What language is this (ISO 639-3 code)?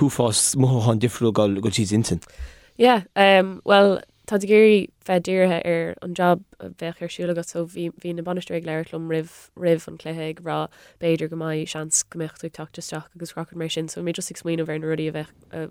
gle